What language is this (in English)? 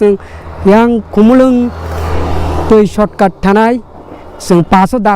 Kok Borok